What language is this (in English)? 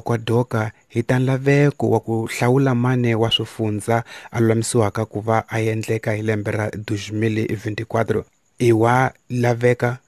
Tsonga